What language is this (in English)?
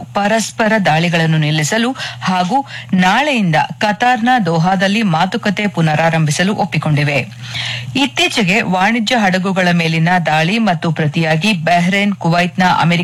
Kannada